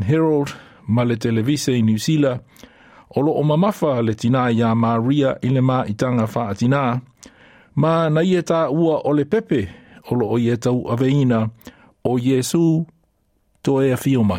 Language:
Samoan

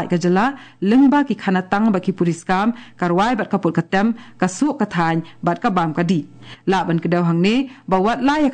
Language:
Khasi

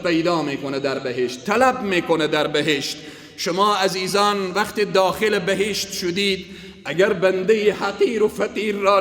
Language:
Persian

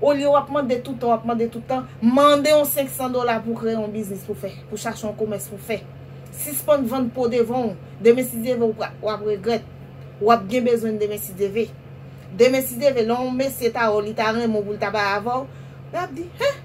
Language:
Haitian Creole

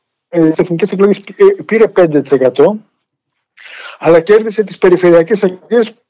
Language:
Greek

